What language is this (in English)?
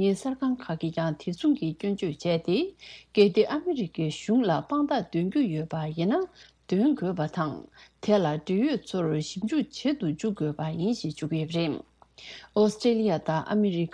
Tibetan